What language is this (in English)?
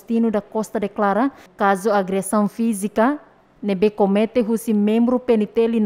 Tetum